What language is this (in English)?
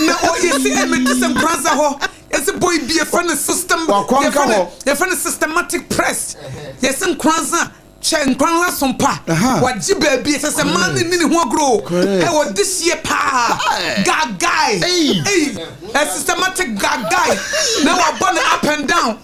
Akan